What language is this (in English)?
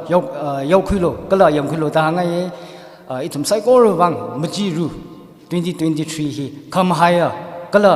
Tangkhul Naga (India)